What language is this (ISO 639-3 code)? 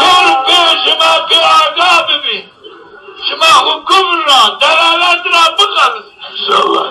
zza